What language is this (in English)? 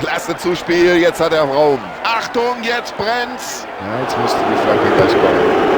Bavarian